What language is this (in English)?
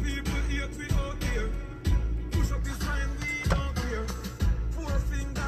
Jamaican Creole English